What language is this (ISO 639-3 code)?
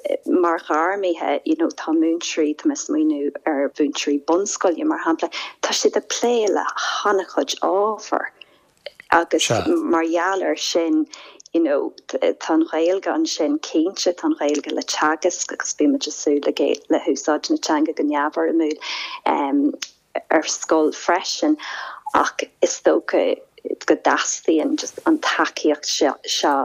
gle